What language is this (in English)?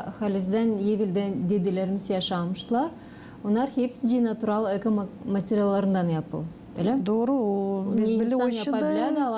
Gagauz